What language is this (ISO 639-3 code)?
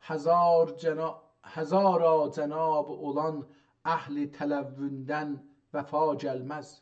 azb